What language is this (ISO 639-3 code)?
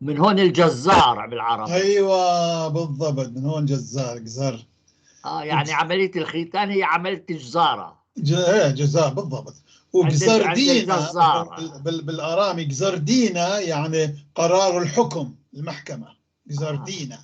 apc